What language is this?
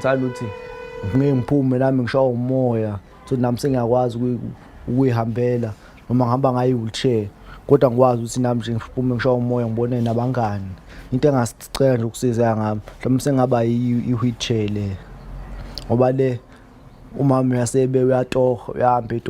Zulu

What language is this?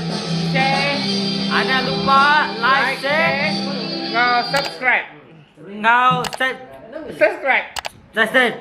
Iban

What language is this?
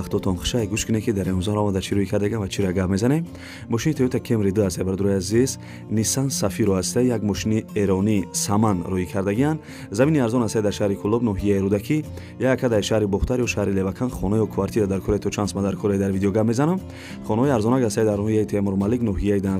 Tajik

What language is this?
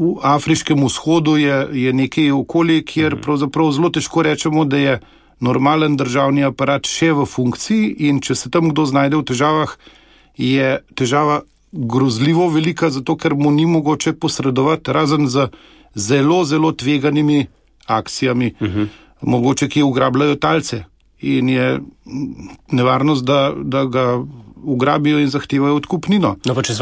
Slovenian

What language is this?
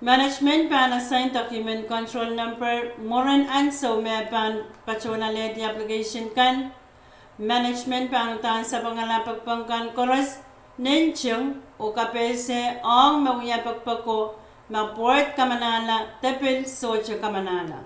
Pohnpeian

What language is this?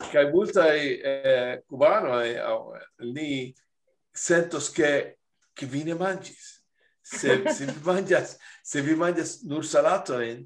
Esperanto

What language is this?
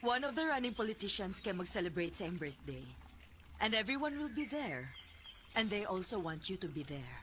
Cebuano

